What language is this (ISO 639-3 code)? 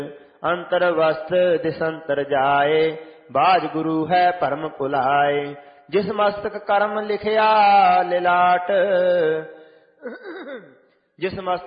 pan